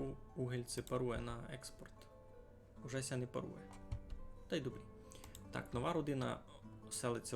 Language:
Rusyn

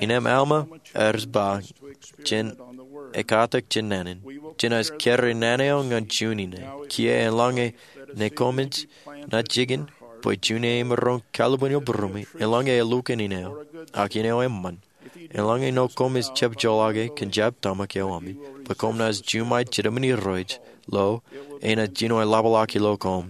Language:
Marshallese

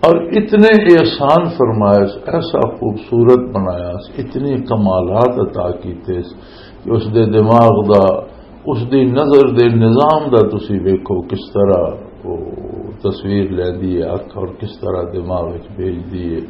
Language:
Western Panjabi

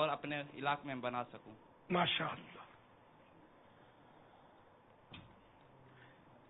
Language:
Urdu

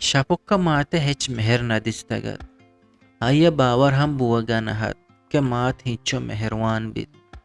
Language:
Eastern Balochi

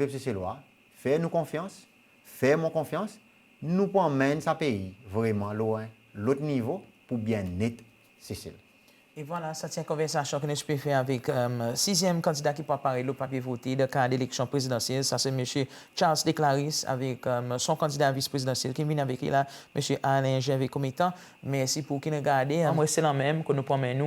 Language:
Seselwa Creole French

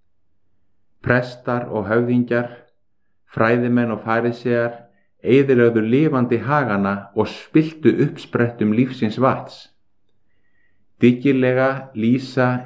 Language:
Icelandic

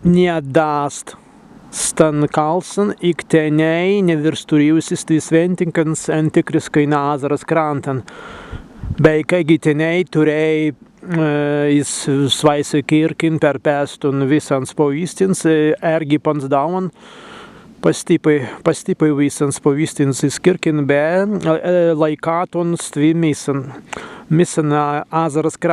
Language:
Prussian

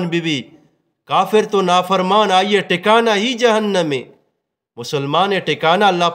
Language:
Eastern Balochi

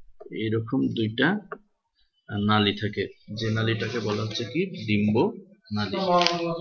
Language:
Bangla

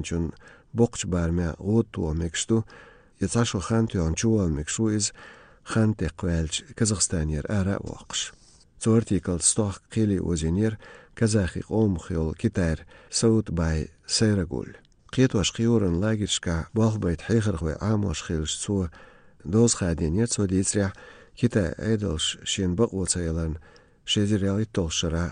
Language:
Chechen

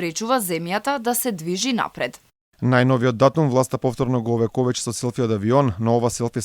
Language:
Macedonian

